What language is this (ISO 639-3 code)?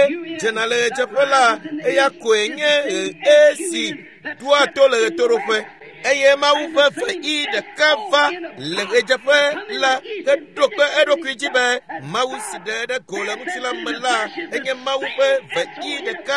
ewe